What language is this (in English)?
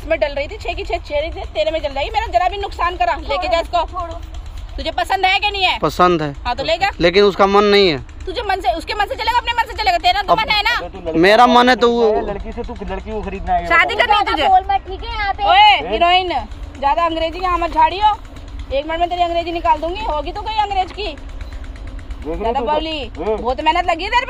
Hindi